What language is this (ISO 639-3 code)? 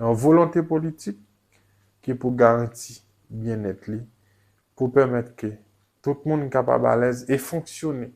hat